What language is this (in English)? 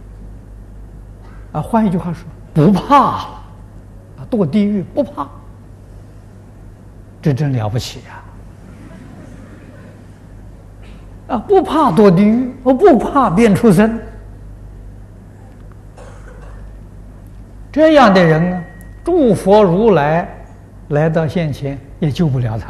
Chinese